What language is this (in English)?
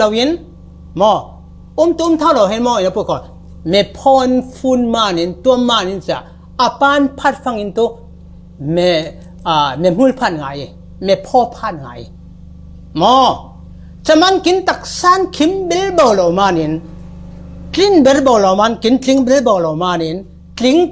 Falam Chin